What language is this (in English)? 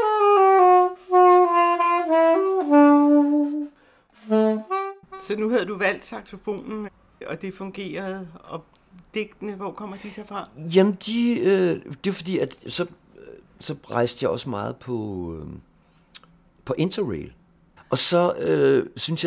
Danish